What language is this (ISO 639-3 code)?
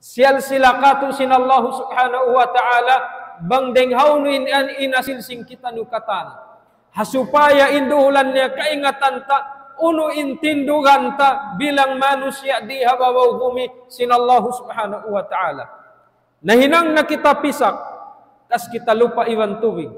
tsg